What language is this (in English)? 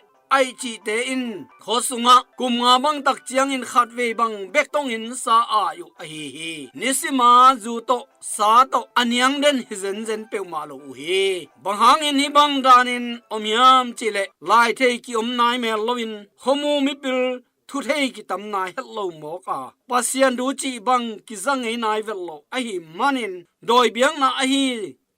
Tedim Chin